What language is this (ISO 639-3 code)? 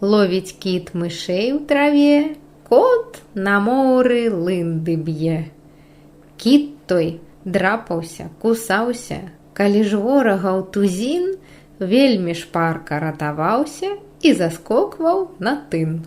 bel